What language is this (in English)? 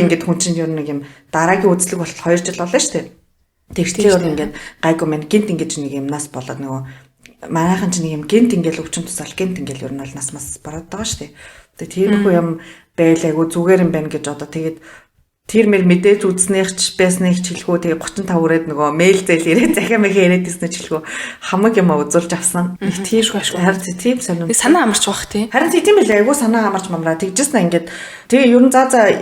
Mongolian